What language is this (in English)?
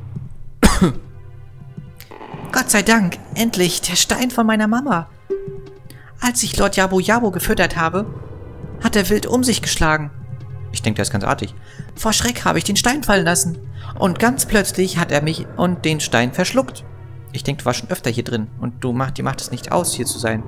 German